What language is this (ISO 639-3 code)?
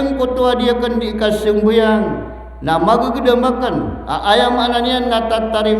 mrw